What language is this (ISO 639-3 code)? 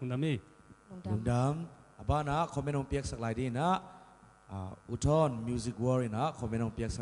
ctd